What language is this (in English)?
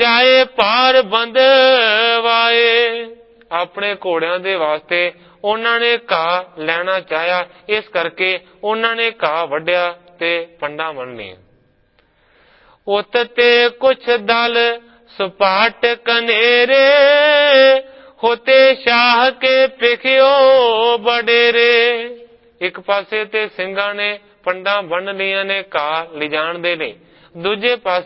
Punjabi